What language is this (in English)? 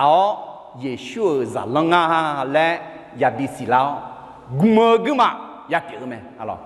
Akha